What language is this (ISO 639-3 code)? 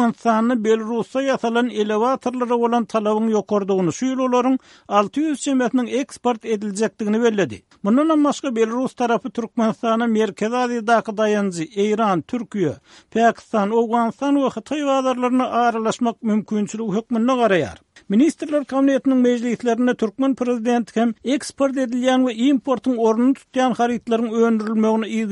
tuk